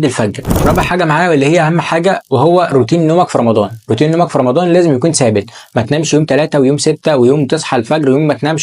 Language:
Egyptian Arabic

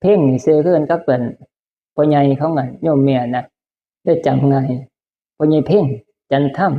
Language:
Northeastern Thai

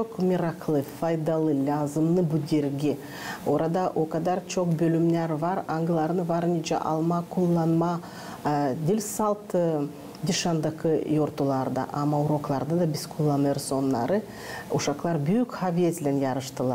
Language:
Gagauz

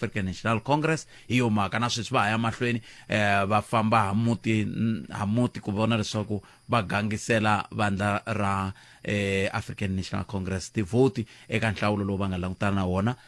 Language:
Tsonga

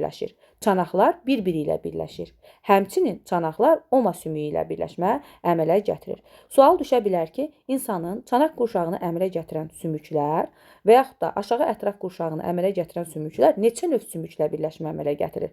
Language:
Azerbaijani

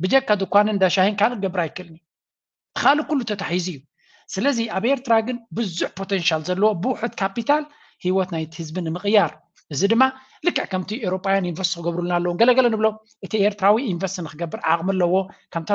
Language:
Tigrinya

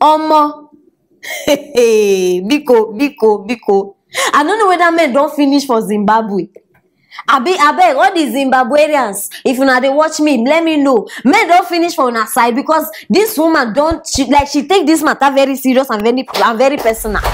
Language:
Nigerian Pidgin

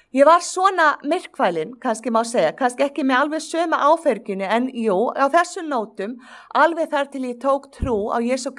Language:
Icelandic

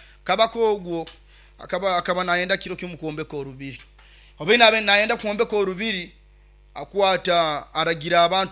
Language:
Nyoro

